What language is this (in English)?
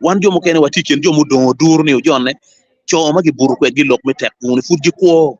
Acoli